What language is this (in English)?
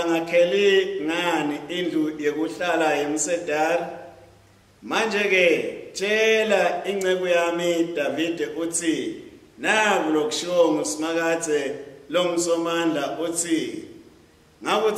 Swati